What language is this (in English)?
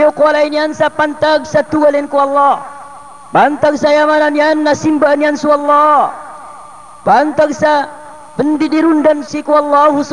Maranao